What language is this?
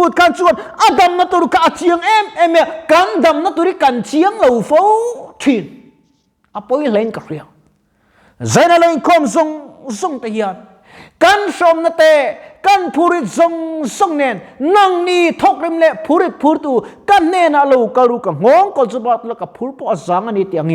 Mizo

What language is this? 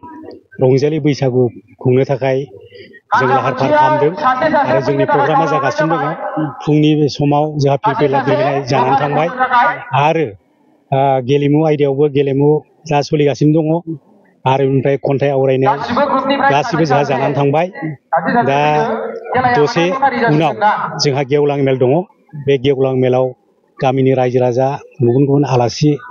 Bodo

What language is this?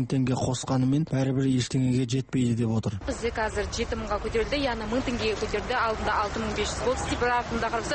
Kazakh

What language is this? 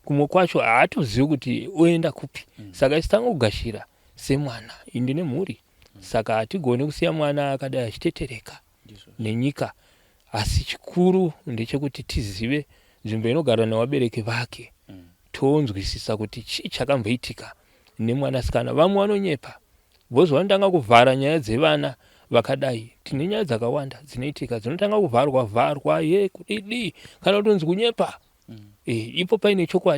Shona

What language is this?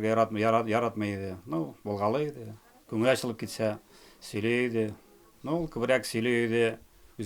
Tatar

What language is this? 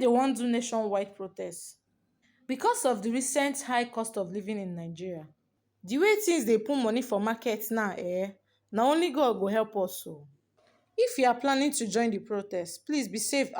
Nigerian Pidgin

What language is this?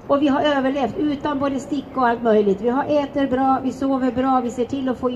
Swedish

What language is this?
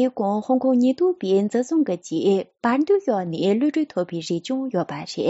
Tibetan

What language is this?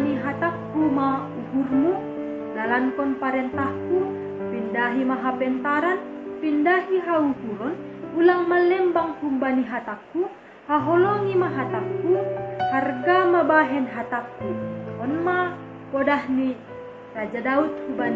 Batak Simalungun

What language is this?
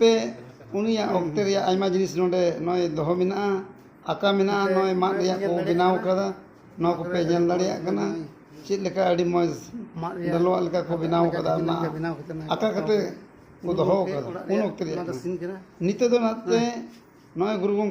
Santali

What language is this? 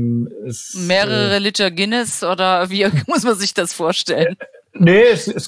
German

